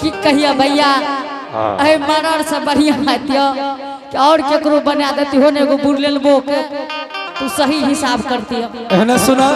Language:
Angika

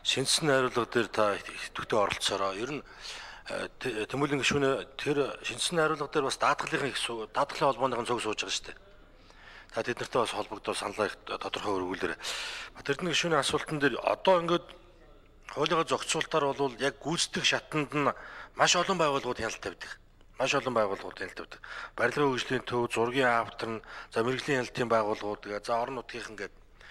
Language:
Mongolian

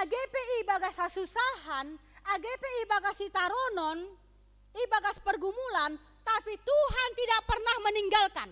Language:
Batak Simalungun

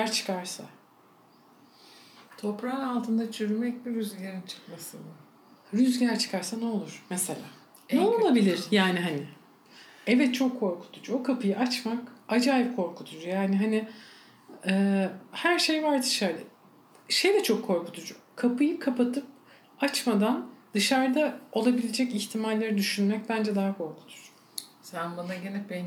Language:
Turkish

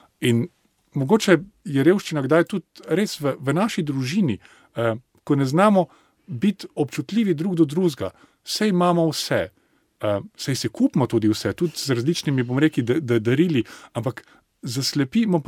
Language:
Slovenian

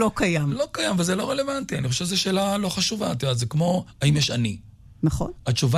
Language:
Hebrew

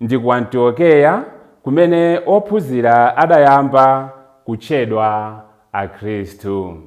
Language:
Nyanja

